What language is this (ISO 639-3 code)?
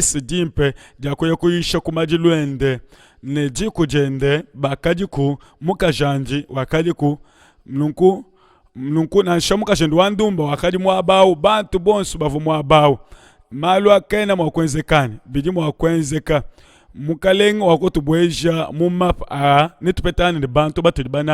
lua